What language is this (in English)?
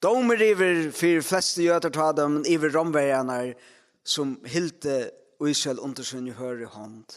Faroese